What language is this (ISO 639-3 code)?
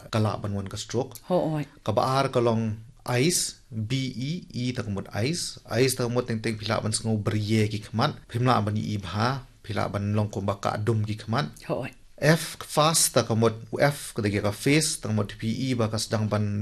kha